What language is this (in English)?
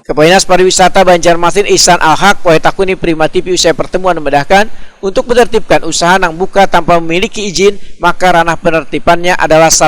Banjar